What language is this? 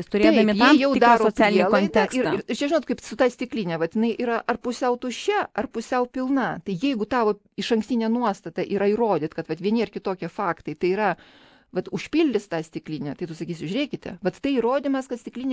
Lithuanian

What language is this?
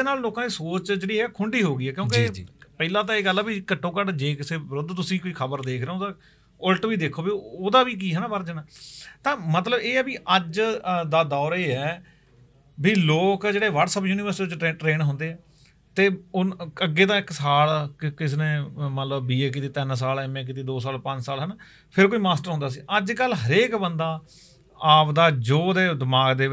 Punjabi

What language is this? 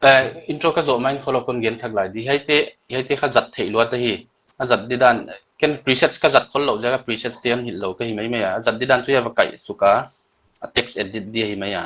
Paite Chin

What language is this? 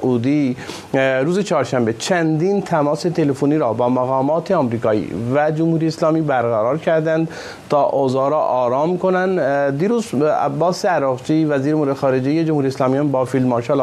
Persian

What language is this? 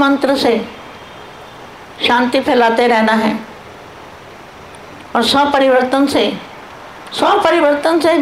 Hindi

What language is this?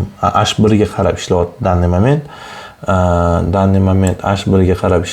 Uzbek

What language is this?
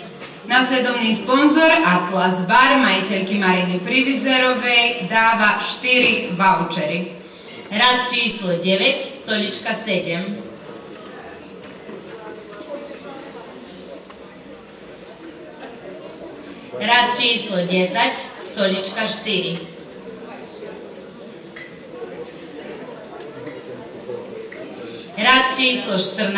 Slovak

